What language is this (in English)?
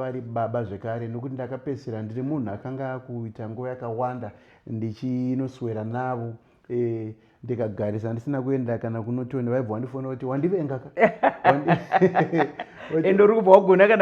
Shona